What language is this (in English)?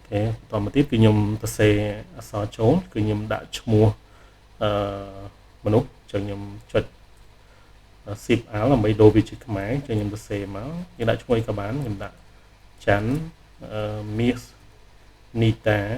Khmer